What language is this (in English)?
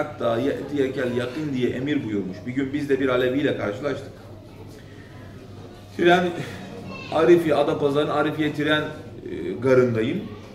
Turkish